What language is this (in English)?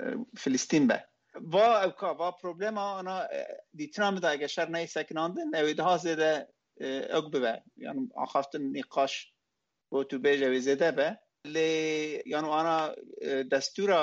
Kurdish